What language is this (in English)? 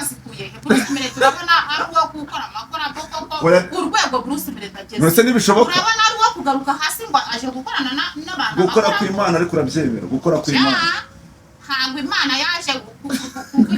Kinyarwanda